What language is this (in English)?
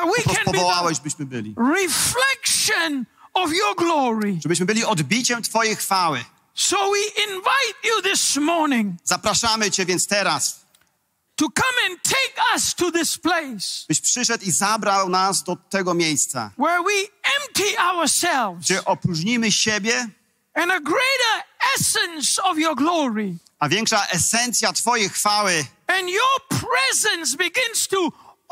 Polish